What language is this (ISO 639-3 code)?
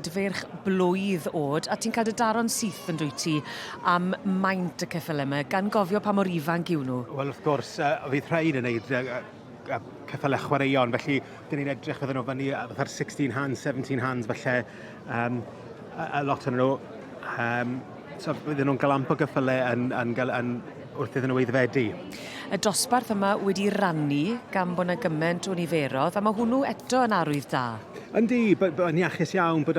cym